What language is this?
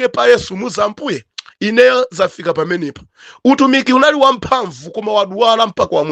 Nyanja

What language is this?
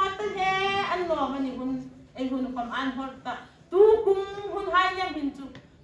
Hmar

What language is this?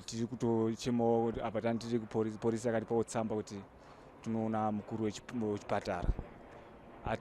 Shona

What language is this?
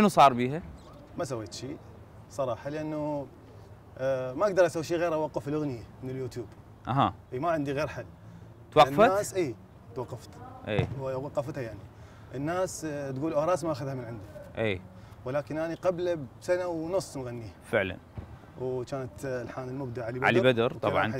Mesopotamian Arabic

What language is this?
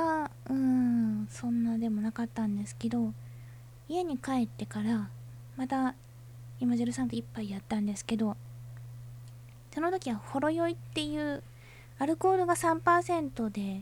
Japanese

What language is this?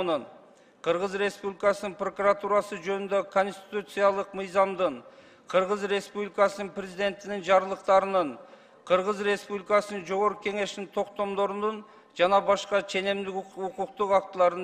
Kyrgyz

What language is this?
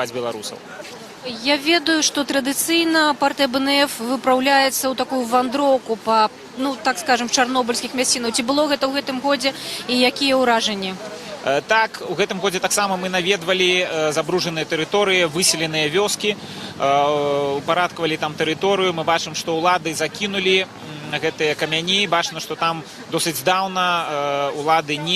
Belarusian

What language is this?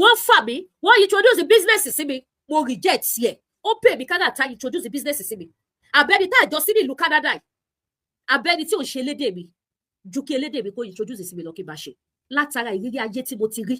Yoruba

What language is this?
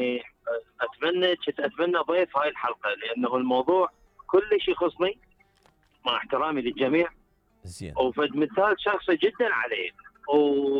Mesopotamian Arabic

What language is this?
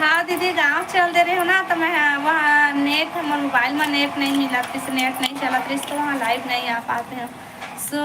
Chhattisgarhi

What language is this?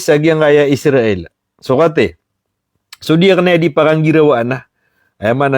Maranao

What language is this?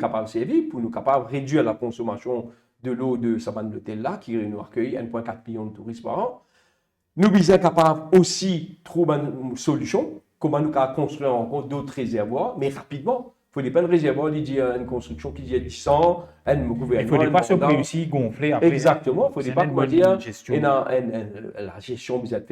Morisyen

